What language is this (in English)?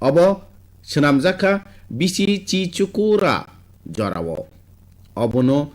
Kok Borok